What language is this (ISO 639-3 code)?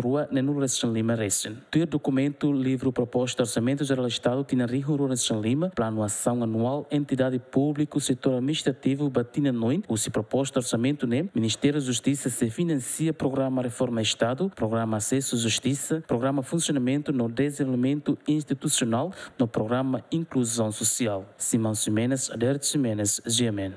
tet